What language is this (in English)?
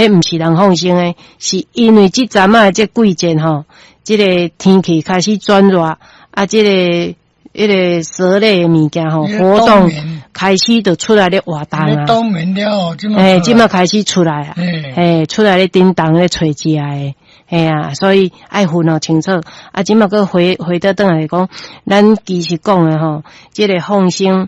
Min Nan Chinese